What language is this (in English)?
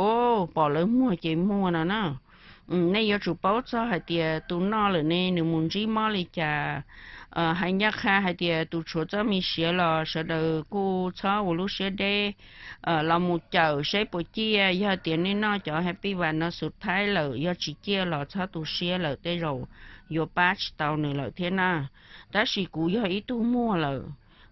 Hmong